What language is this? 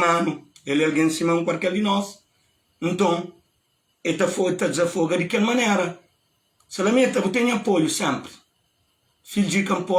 Kabuverdianu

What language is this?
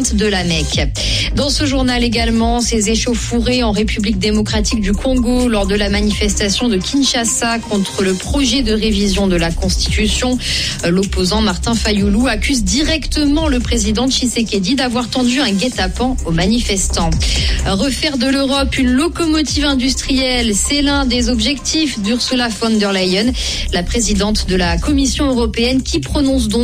French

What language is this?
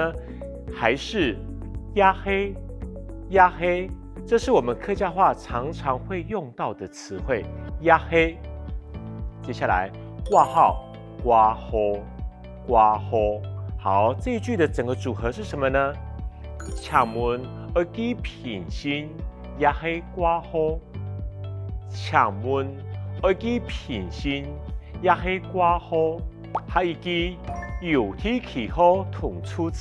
Hakka Chinese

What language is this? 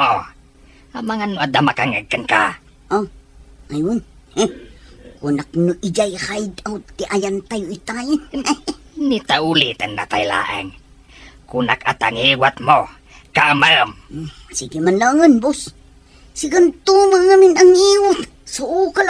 Iloko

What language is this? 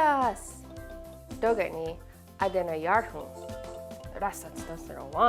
Mohawk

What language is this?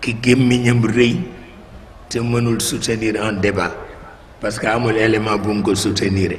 Wolof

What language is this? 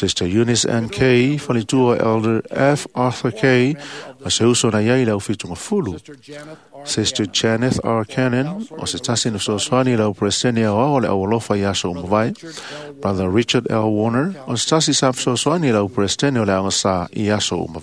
Samoan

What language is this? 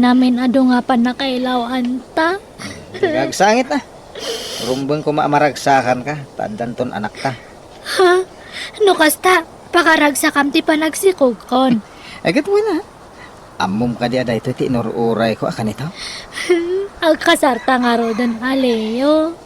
Iloko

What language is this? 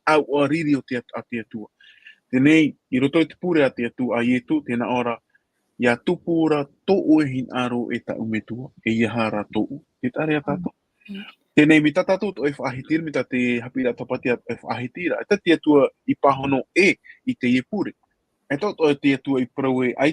Tahitian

